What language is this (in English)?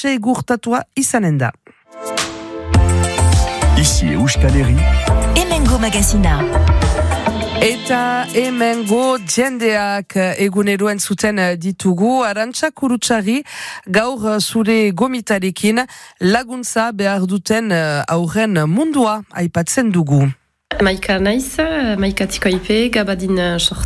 Basque